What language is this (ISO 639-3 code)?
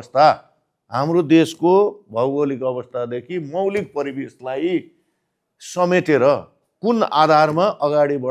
nep